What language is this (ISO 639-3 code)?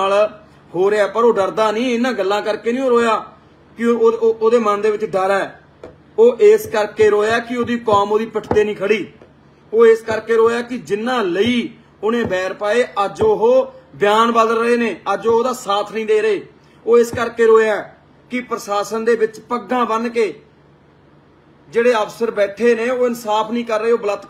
pan